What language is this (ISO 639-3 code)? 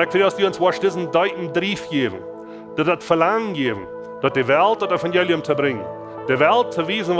pdt